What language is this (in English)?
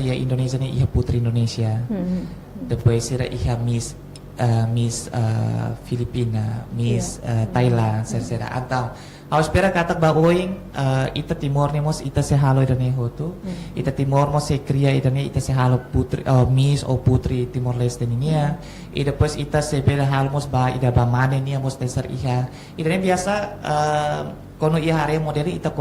Tetum